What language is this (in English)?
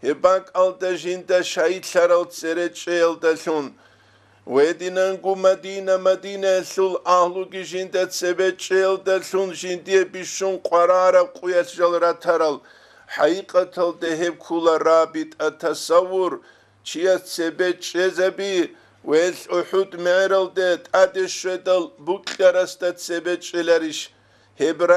Avaric